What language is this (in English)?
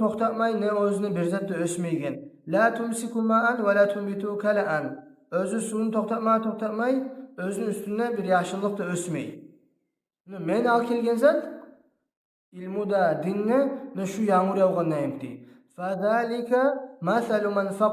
Kumyk